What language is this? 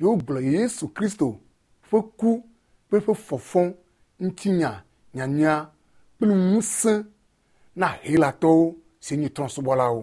Ewe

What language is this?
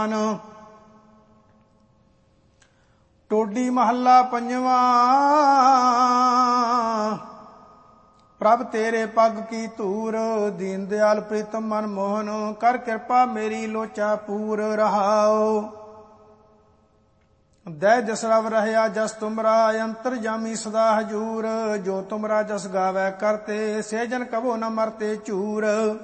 Punjabi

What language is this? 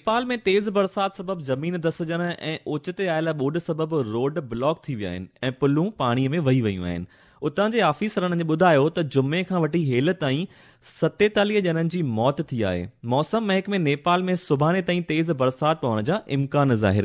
Sindhi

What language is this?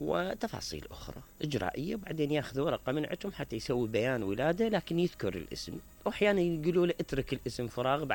Mesopotamian Arabic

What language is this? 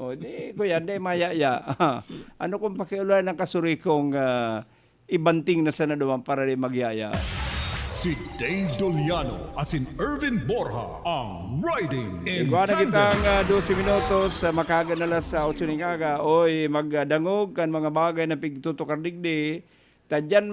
Bikol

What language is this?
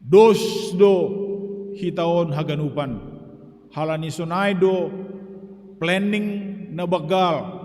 Batak Simalungun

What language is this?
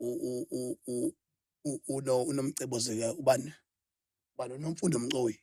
Zulu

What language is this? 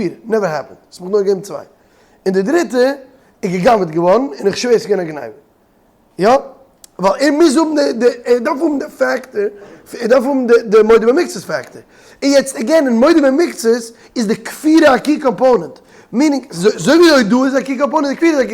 Yiddish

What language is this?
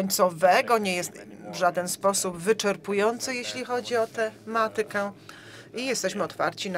Polish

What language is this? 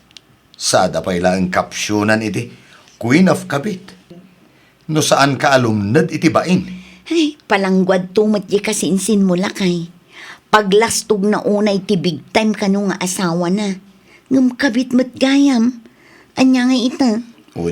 Iloko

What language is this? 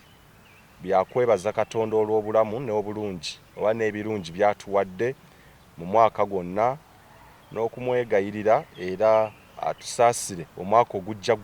Ganda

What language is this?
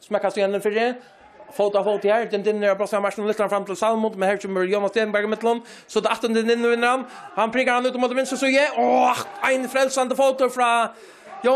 Faroese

